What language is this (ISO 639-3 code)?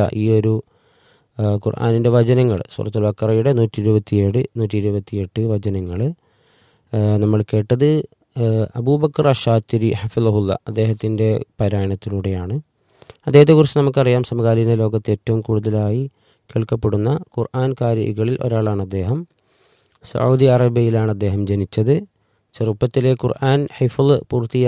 mal